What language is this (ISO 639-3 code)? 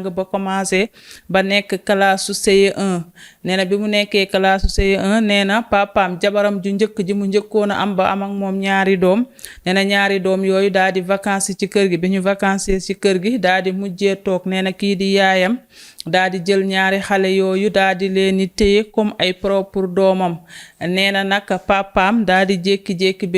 wol